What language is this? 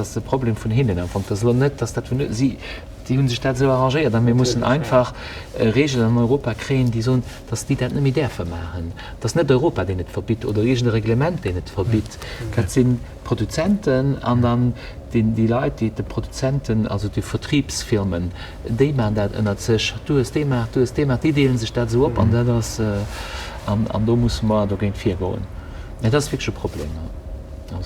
Luxembourgish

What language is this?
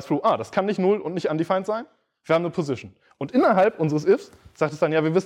German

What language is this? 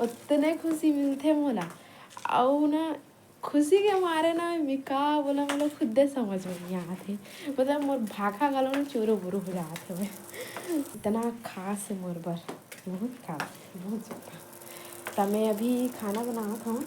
Chhattisgarhi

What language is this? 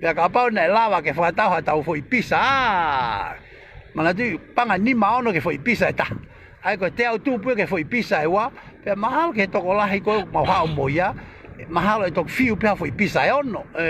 Tongan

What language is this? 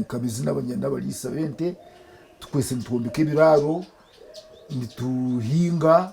Nyankole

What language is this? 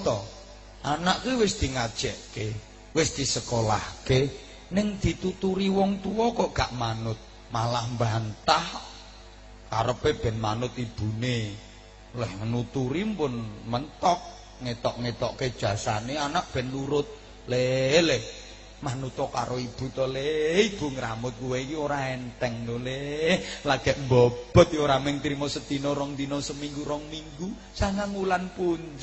Javanese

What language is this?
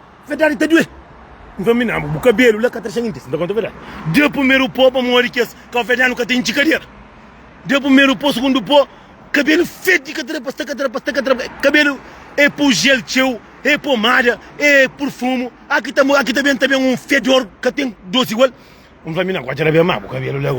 Kabuverdianu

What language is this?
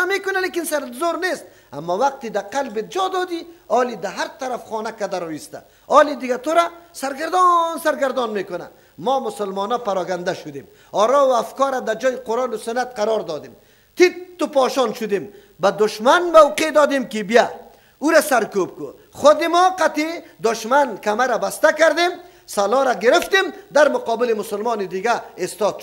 Persian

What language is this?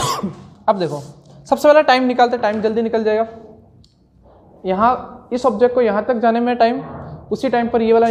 Hindi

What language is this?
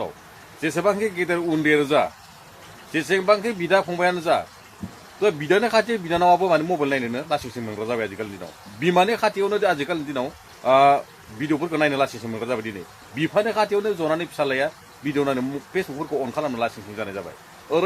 Bodo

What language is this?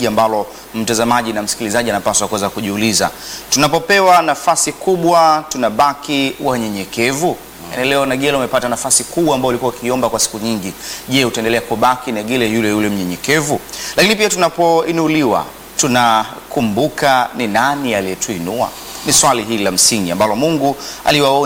Swahili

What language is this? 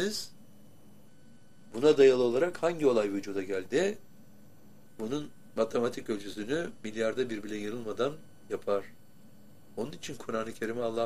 Turkish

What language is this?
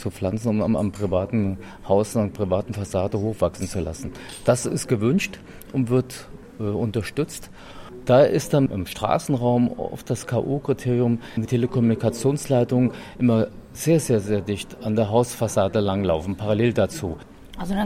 German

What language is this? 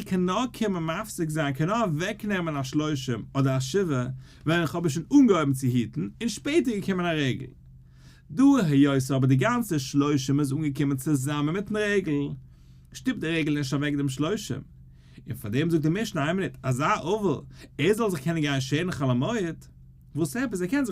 Yiddish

